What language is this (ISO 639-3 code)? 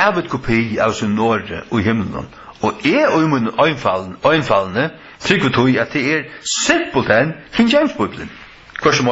fao